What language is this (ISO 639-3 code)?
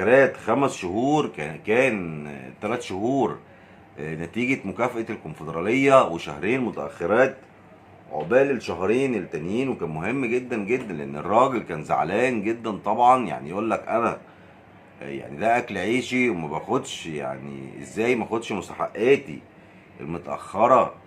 arz